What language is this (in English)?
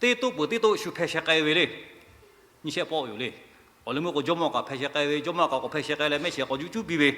Lahu